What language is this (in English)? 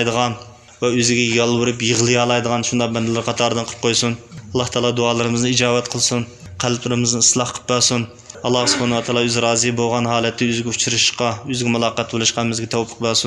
Uyghur